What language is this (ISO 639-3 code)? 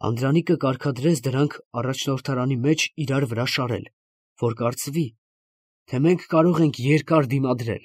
hye